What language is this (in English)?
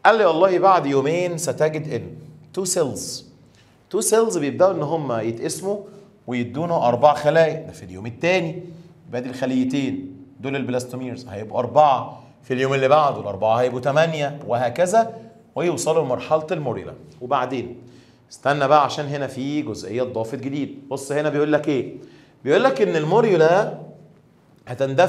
Egyptian Arabic